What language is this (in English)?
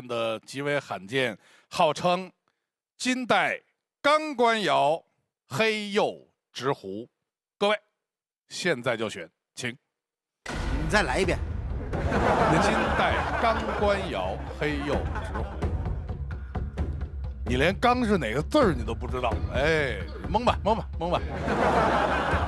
Chinese